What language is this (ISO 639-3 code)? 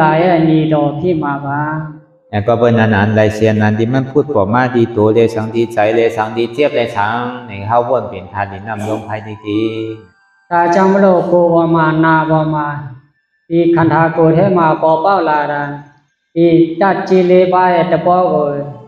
shn